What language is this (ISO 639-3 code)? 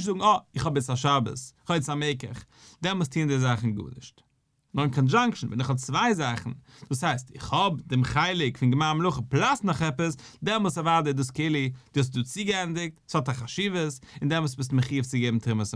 yid